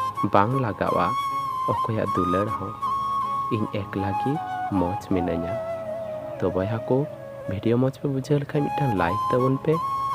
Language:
Santali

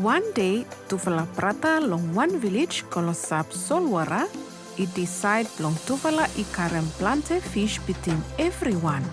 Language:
Bislama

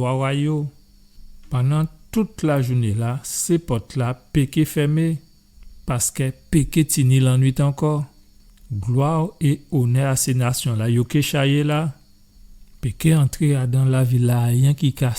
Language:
Guadeloupean Creole French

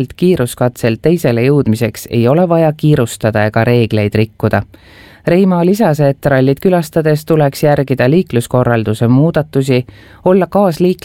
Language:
Estonian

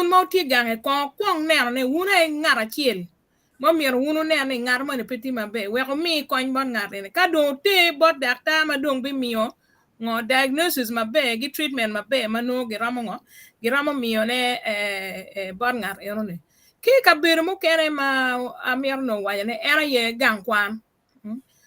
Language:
Acoli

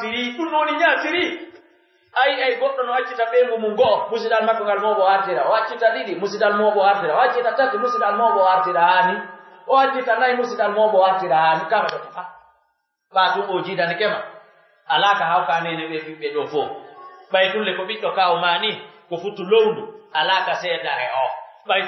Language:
Pular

